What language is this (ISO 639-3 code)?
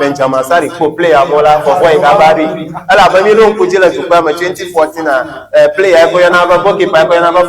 ewe